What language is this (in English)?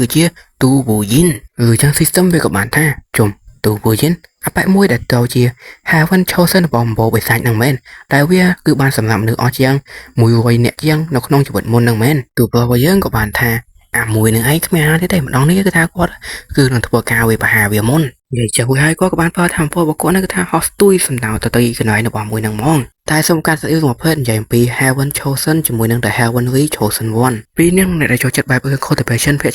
Khmer